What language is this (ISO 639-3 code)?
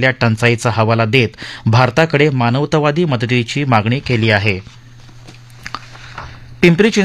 mar